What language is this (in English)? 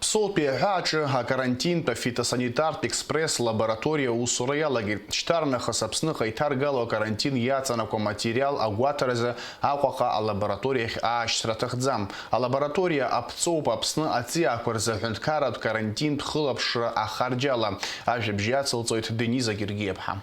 Abkhazian